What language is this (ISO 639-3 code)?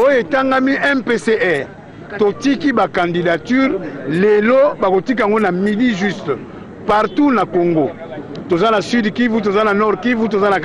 lin